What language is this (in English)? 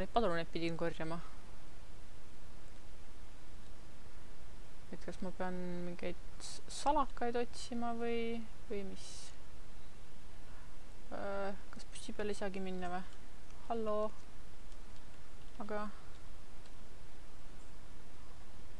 Estonian